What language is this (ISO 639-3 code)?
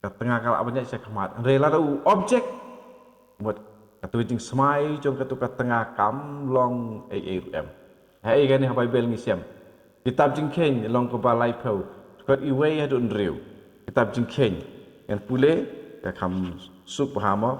kha